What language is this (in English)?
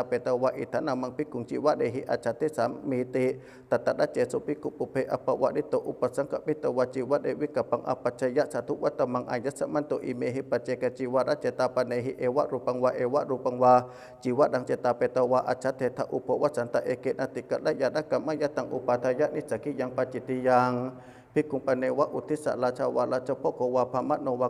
Pali